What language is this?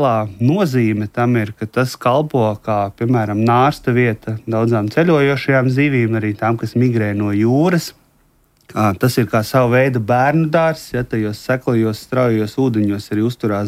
Latvian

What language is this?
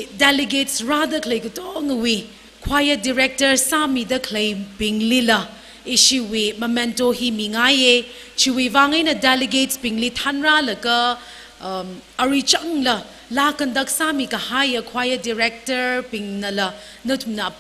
Tangkhul Naga (India)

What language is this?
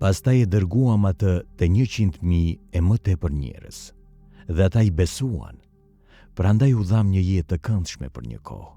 Albanian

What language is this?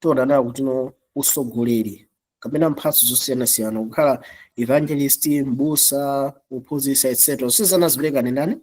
Nyanja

